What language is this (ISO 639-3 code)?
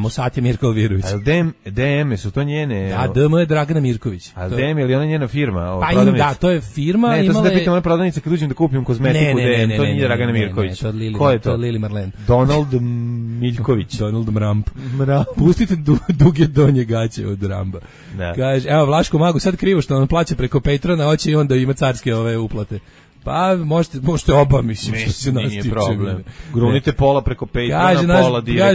srp